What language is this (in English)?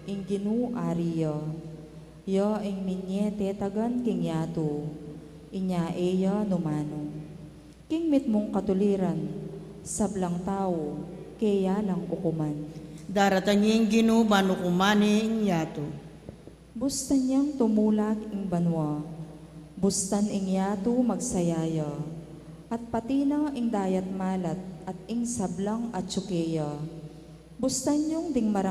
Pampanga